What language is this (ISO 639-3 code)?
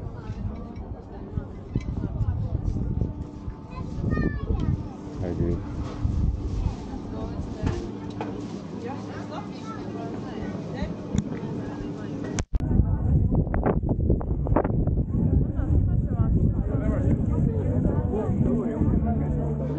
hrv